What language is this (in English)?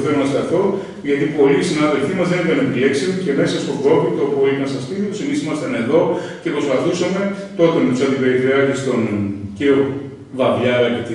Greek